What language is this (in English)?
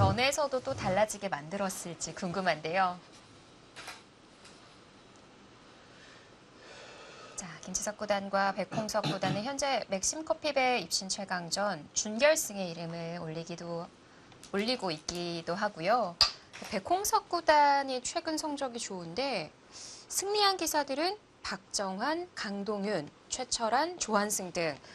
Korean